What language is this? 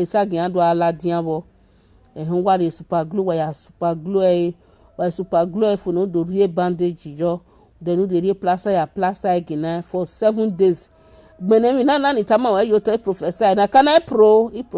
Nigerian Pidgin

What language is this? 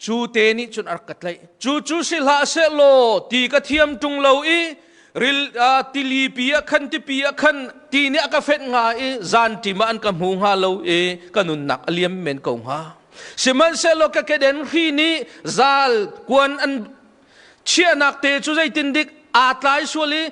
Hakha Chin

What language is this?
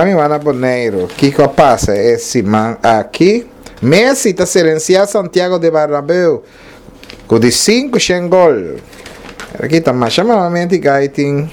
Papiamento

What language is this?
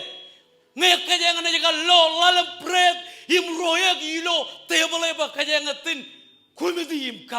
Marshallese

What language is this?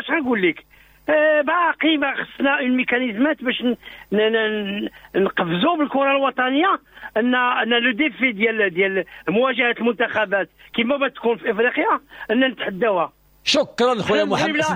Moroccan Arabic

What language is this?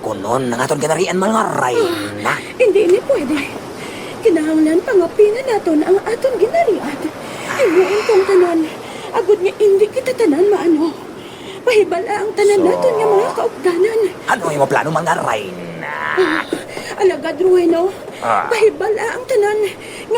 Hiligaynon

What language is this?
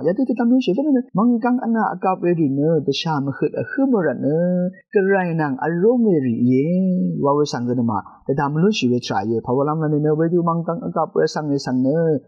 Rawang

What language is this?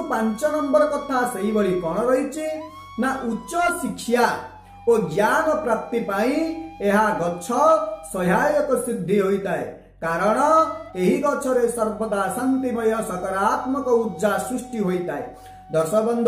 Odia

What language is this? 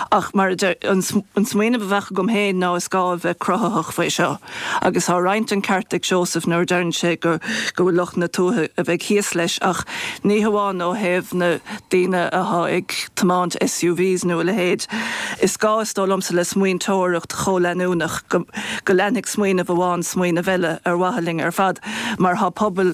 Irish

